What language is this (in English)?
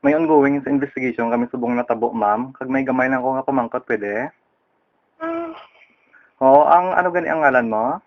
Hiligaynon